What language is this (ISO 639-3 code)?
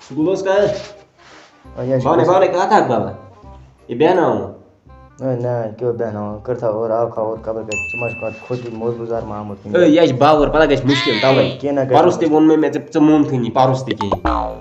kas